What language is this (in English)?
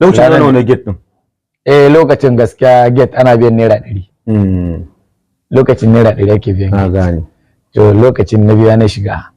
Hausa